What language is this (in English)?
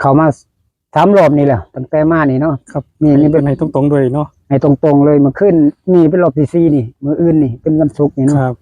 Northeastern Thai